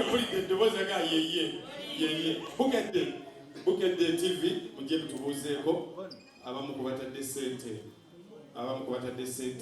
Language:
Ganda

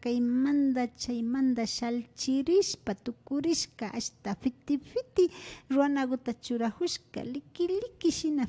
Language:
Imbabura Highland Quichua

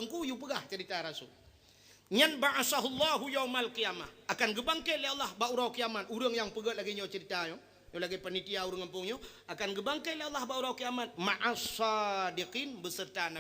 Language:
Achinese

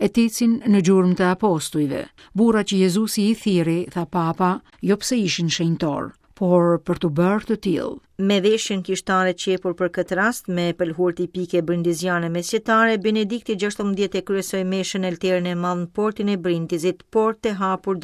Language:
Albanian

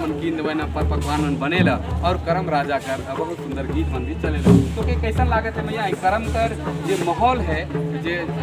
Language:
Sadri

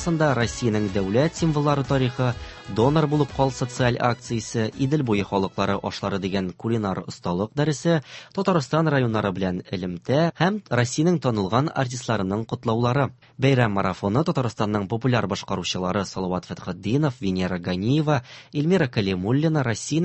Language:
Tatar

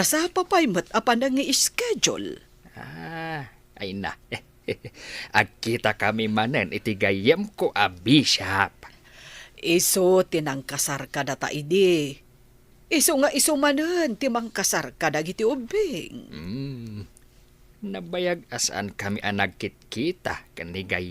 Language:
Iloko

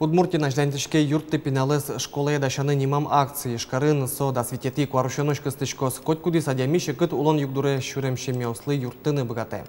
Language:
Udmurt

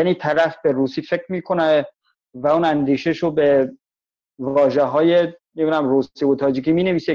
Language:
Persian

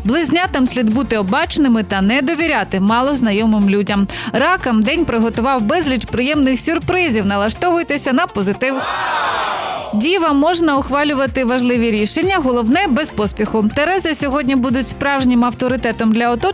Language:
Ukrainian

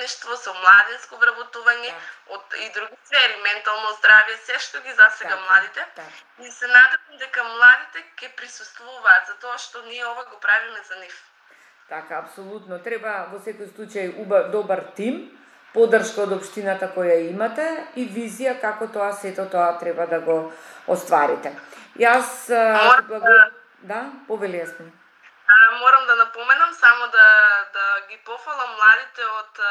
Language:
Macedonian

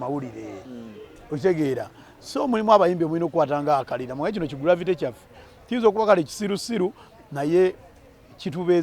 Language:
Ganda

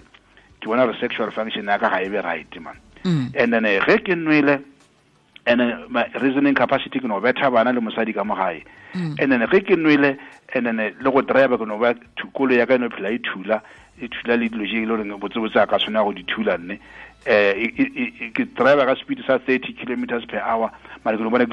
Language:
Northern Sotho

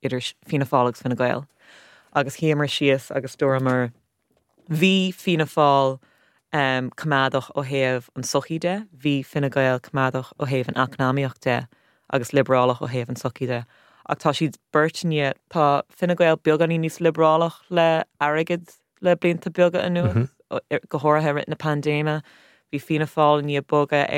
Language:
Irish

